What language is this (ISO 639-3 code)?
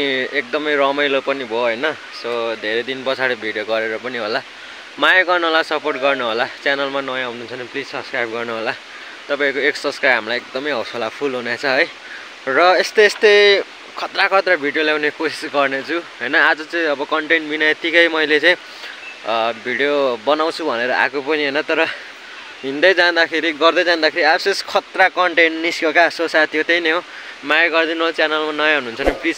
nep